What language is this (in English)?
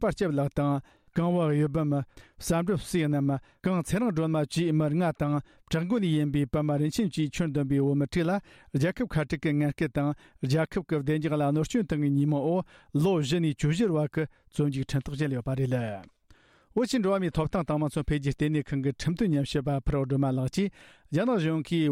Tibetan